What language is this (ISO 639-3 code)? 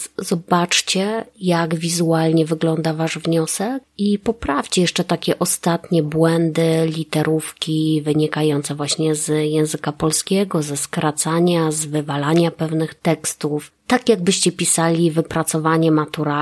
pol